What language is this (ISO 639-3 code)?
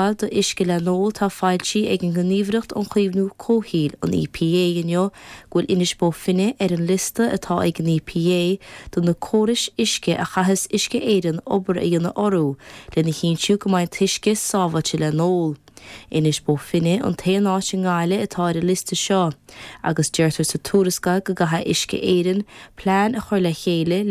gle